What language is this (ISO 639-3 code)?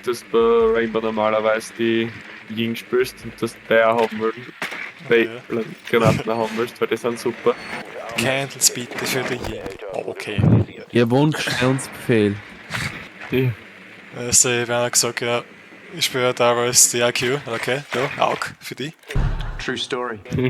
bar